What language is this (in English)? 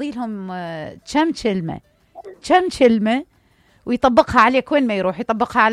Mesopotamian Arabic